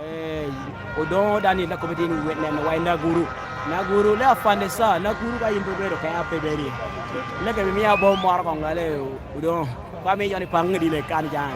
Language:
Lango (Uganda)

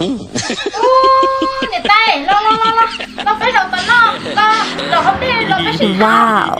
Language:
Hmong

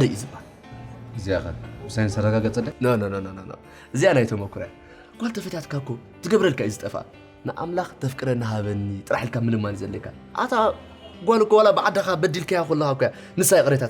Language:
Tigrinya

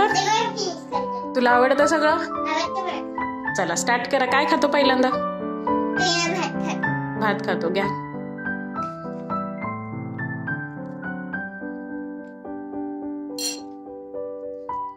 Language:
Marathi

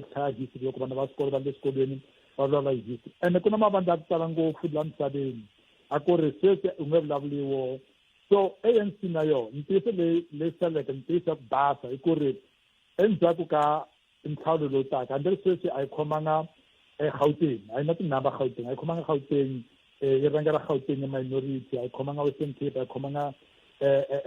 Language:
Tsonga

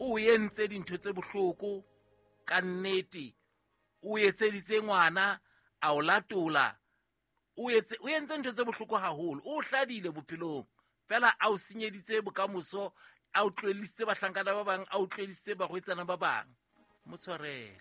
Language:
Southern Sotho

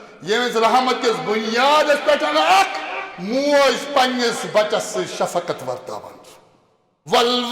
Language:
Kashmiri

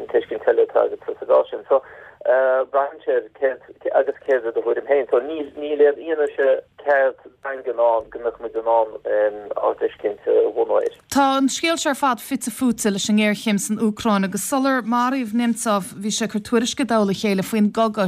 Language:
Irish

